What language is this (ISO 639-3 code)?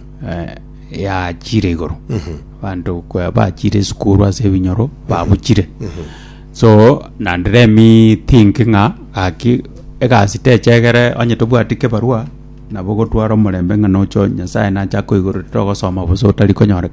guz